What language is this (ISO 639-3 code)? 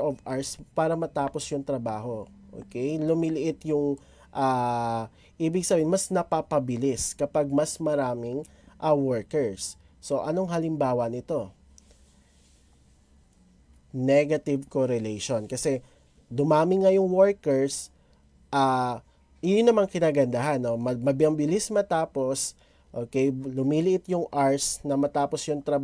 fil